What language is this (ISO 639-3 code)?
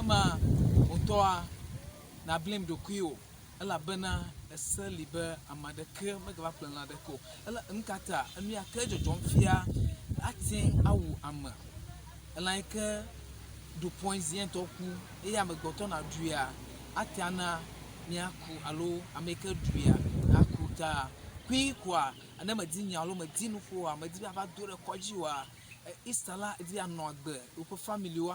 ewe